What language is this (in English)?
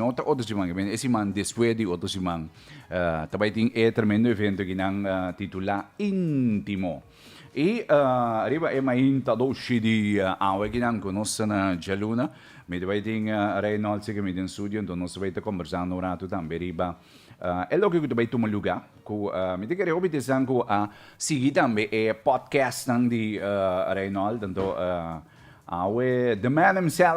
Papiamento